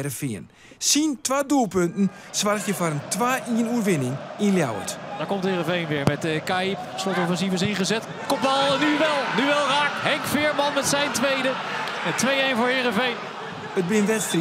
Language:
Western Frisian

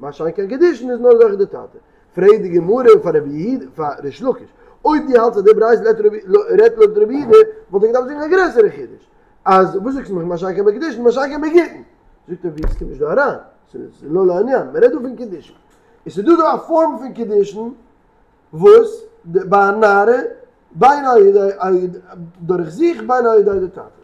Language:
Yiddish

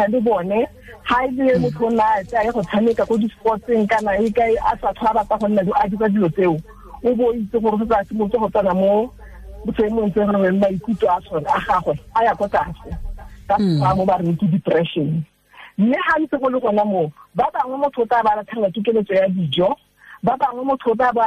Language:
Tswana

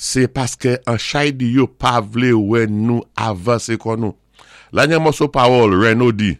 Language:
Saint Lucian Creole French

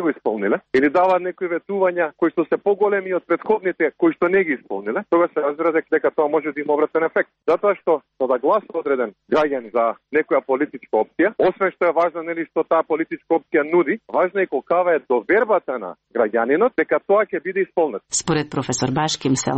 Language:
Macedonian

